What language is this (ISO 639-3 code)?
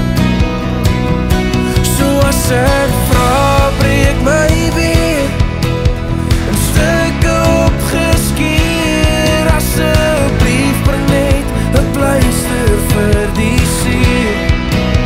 afr